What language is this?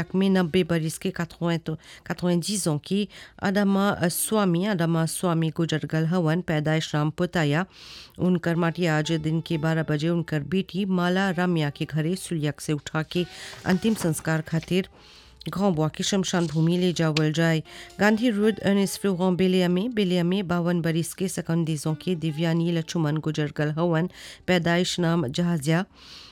Bhojpuri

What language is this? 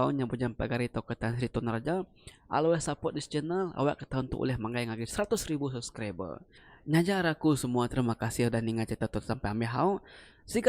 Iban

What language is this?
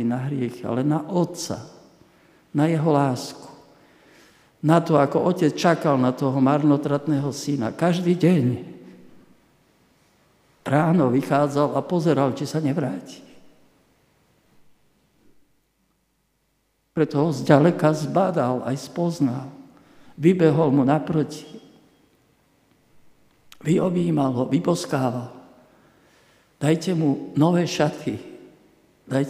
Slovak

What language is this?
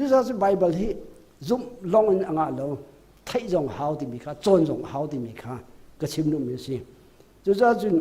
Hakha Chin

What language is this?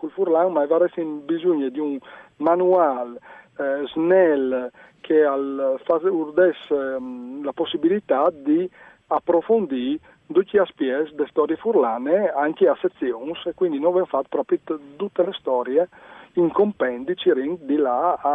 Friulian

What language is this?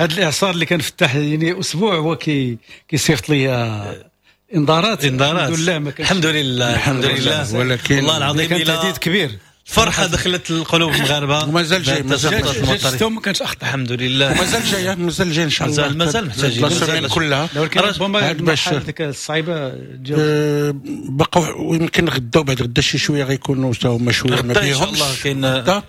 Moroccan Arabic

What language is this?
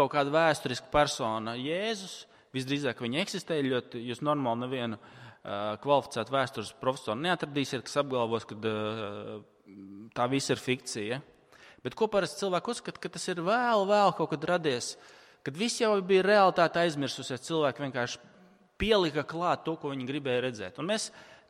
Latvian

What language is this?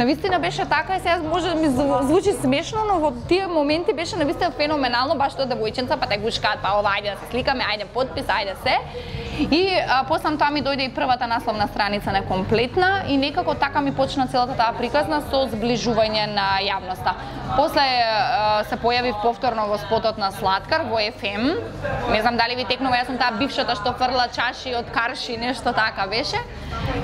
Macedonian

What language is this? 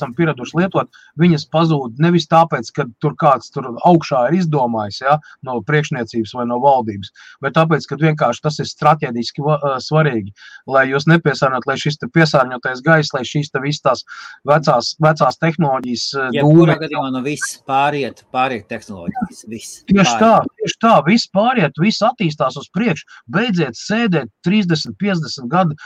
Latvian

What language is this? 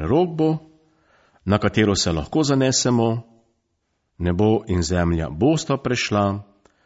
Slovenian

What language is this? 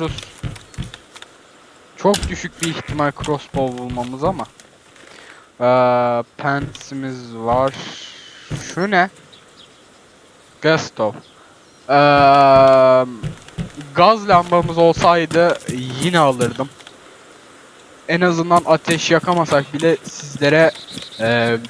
Turkish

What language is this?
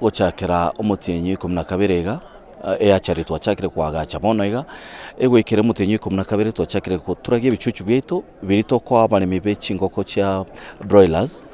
Gusii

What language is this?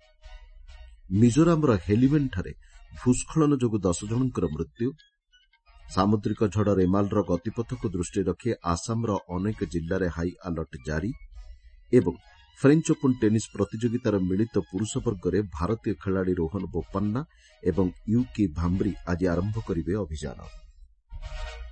Odia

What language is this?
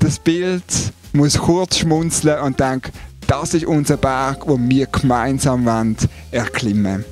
Swiss German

